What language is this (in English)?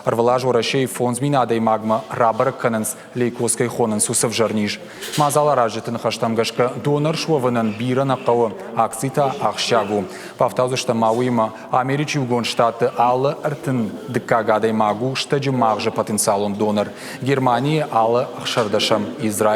Ossetic